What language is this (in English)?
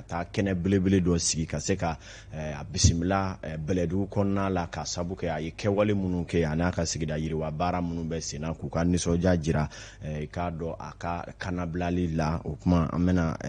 Bambara